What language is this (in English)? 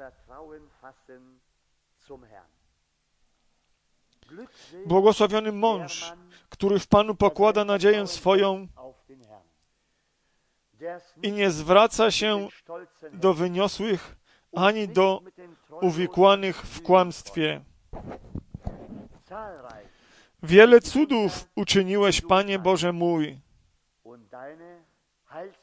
Polish